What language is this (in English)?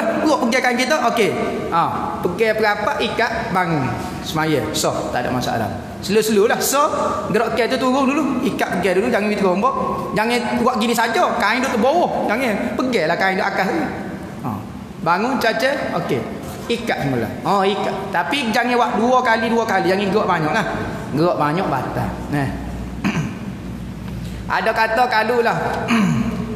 Malay